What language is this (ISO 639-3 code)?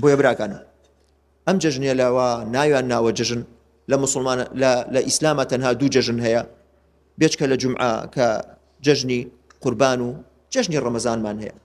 ckb